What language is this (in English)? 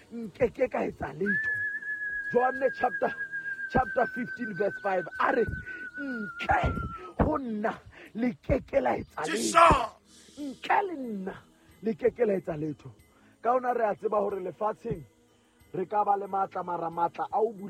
Southern Sotho